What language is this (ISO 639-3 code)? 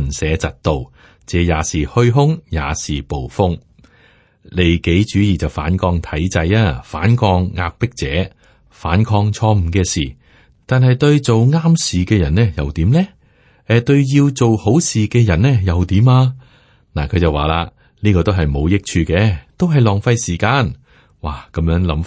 yue